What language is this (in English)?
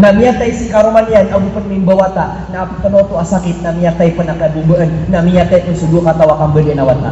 Maranao